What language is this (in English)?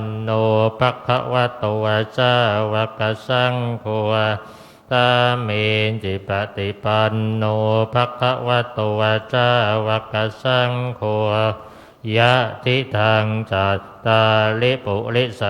Pali